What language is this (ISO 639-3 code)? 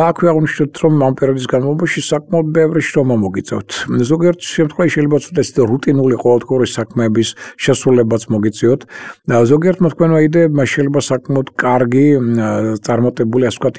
kat